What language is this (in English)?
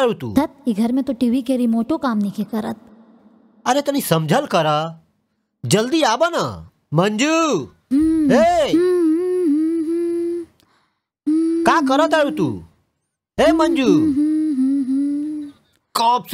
Bhojpuri